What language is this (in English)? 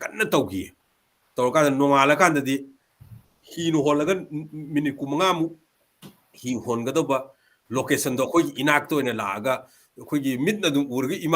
Manipuri